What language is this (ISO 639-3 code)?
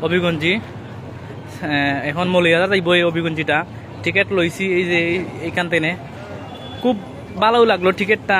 syl